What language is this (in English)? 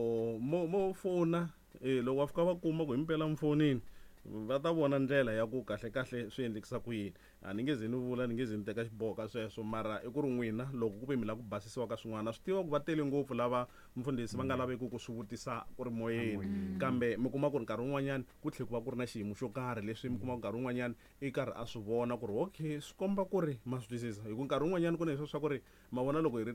Tsonga